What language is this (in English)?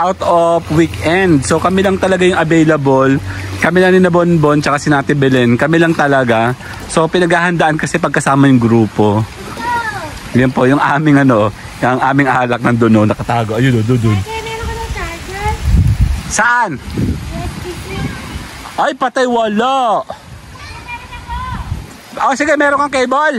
Filipino